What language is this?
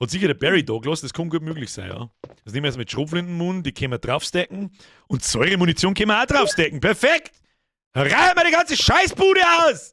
Bavarian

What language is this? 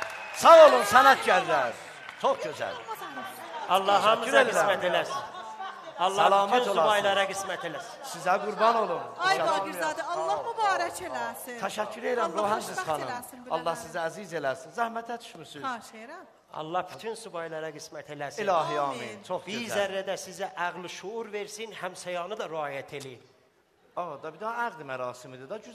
South Azerbaijani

